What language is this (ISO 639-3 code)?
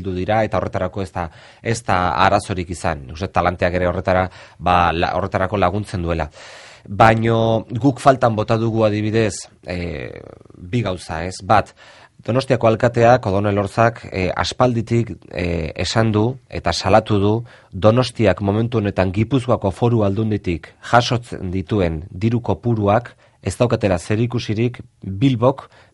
eus